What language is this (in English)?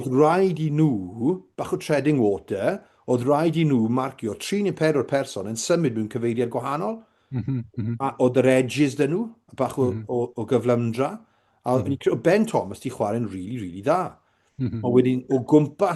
Welsh